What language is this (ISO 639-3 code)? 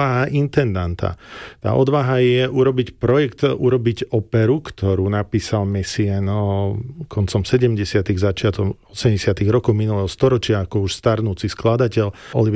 slk